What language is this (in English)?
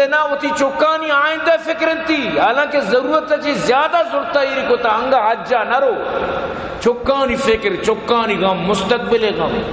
Eastern Balochi